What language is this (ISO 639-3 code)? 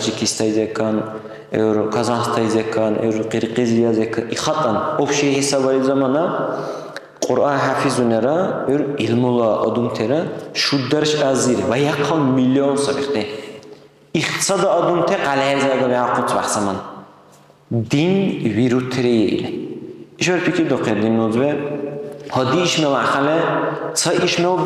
dar